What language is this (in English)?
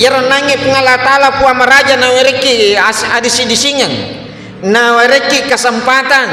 Buginese